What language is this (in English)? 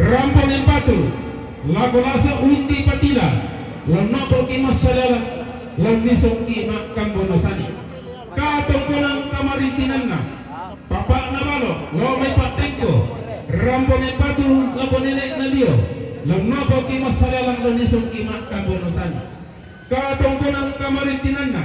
Toraja-Sa'dan